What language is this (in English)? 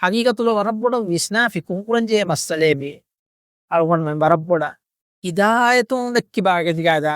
Divehi